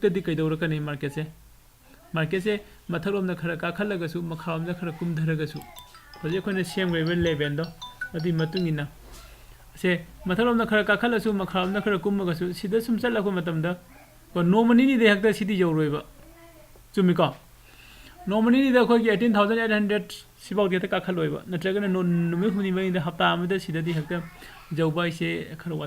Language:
Manipuri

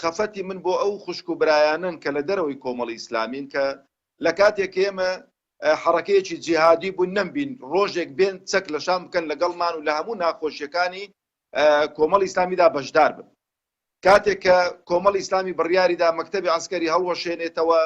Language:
Central Kurdish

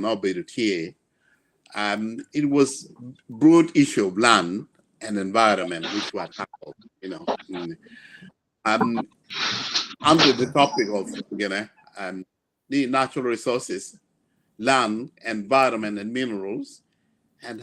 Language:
Acoli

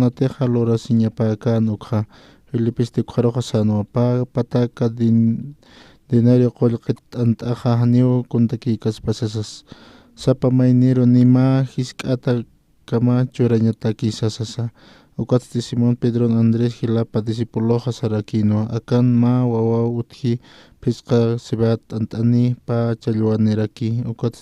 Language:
Aymara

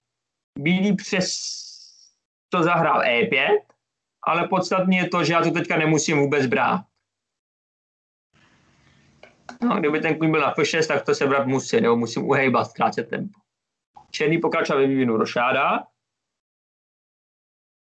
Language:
Czech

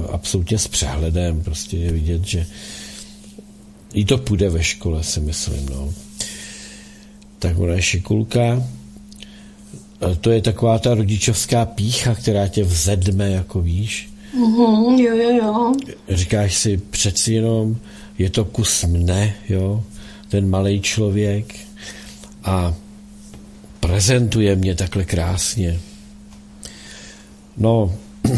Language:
Czech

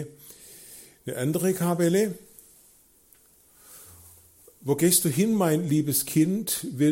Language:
German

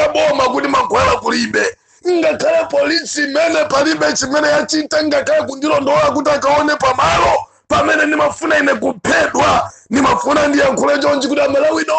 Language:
Nyanja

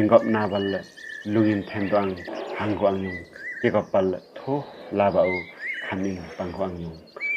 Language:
Limbu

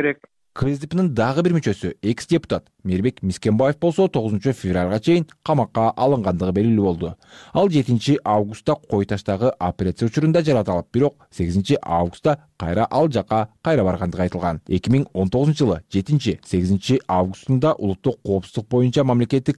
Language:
Kyrgyz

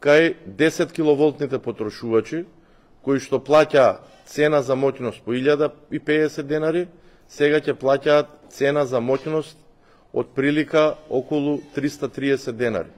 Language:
Macedonian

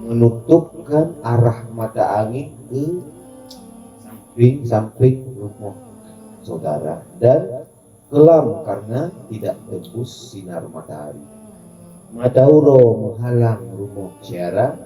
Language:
Achinese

